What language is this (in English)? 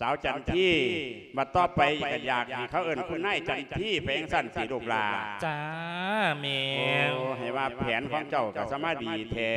Lao